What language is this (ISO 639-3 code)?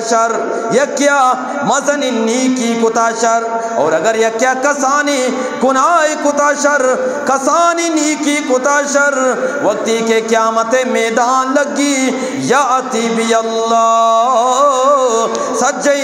bgp